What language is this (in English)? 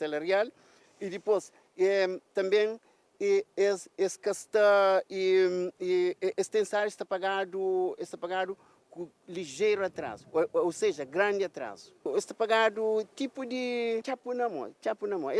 Kabuverdianu